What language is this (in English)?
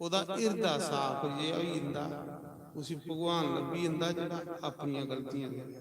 Dogri